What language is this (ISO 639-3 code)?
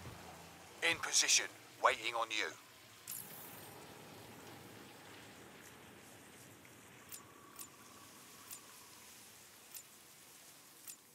eng